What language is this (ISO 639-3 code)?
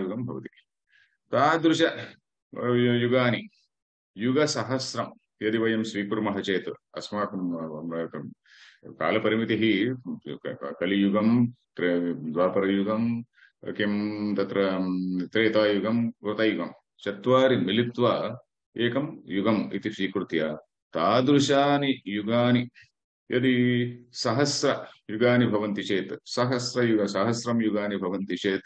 san